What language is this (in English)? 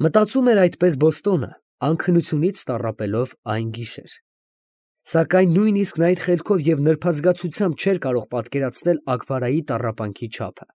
Armenian